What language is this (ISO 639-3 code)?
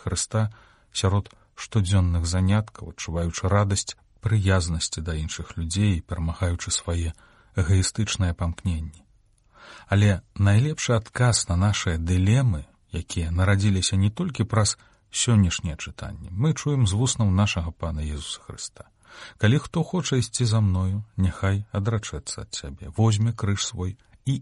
bel